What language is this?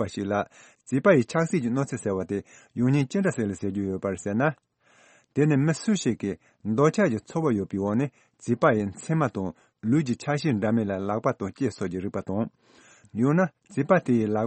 Tibetan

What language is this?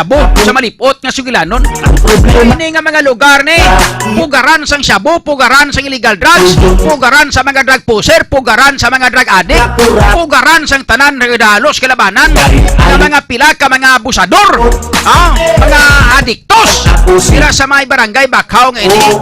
Hiligaynon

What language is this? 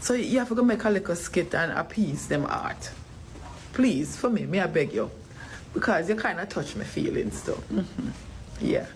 Jamaican Creole English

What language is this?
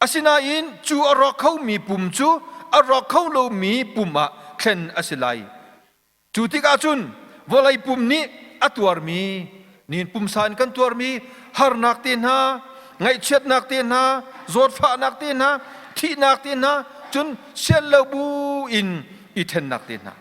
Hakha Chin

